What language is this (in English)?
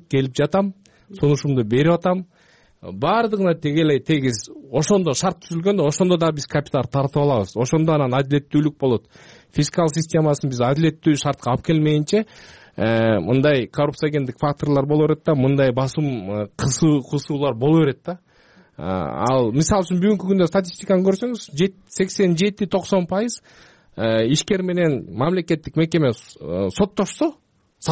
Kyrgyz